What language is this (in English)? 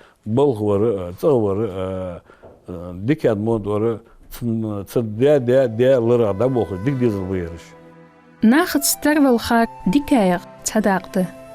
Ingush